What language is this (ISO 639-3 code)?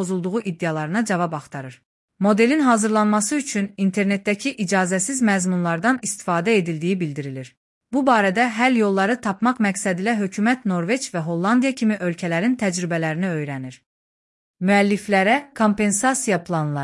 aze